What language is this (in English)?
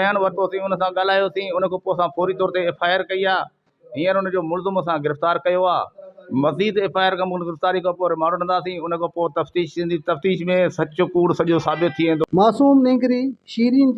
Sindhi